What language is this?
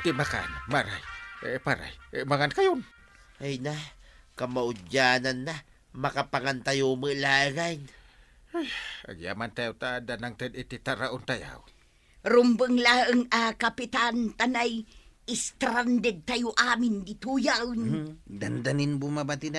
Iloko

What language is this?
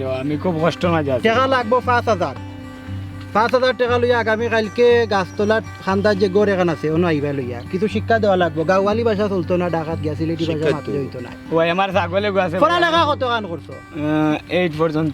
Sylheti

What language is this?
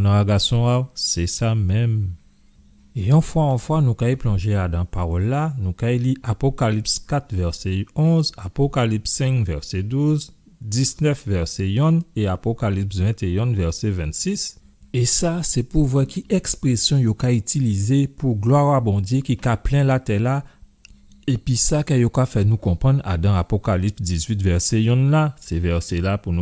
Guadeloupean Creole French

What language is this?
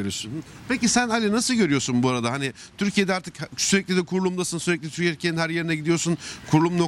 Turkish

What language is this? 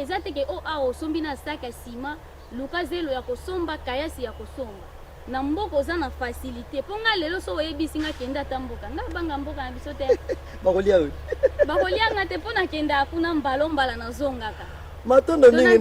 Lingala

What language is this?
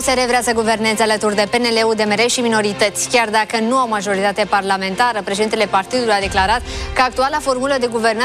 Romanian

